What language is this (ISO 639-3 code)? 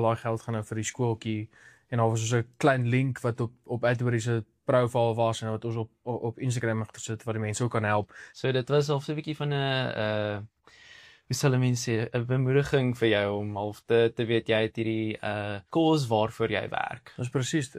afr